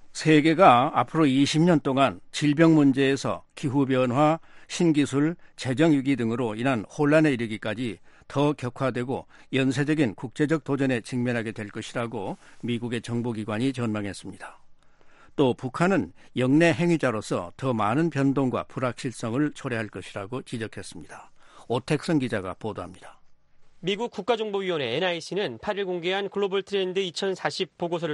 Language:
Korean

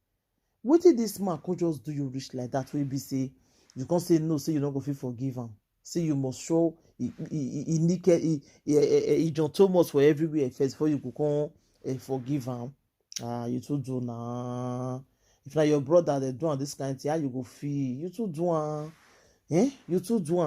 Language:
Nigerian Pidgin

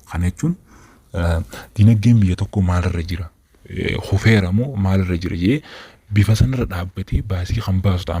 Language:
Oromo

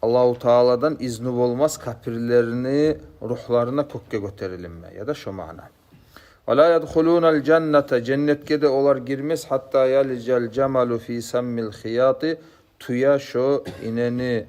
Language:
Kumyk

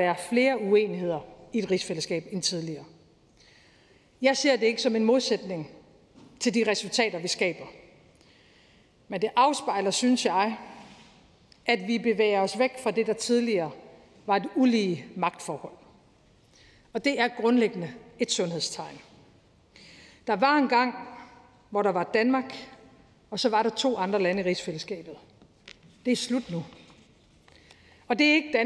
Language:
Danish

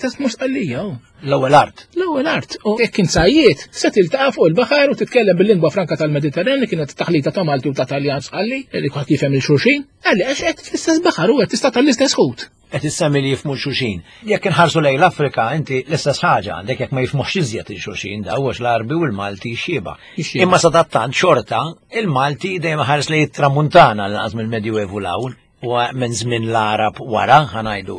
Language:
Maltese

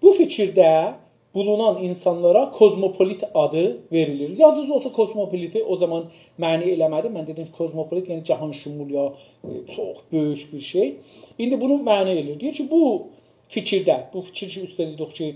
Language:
South Azerbaijani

